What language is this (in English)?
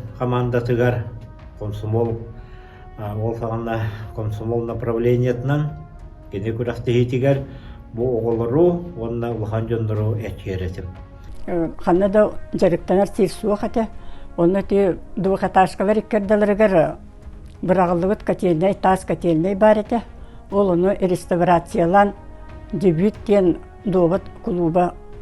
Yakut